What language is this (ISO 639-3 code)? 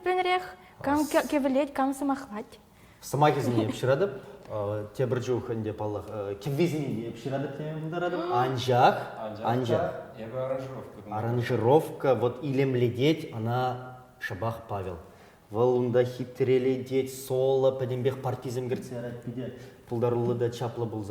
chv